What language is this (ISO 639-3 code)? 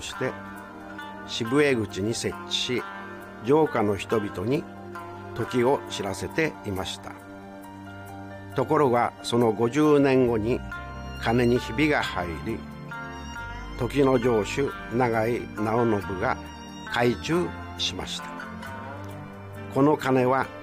jpn